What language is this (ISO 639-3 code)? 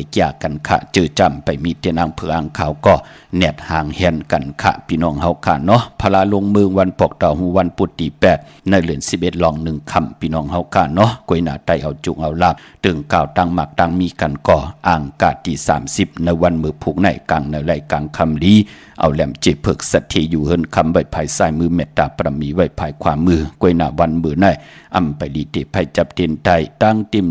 shn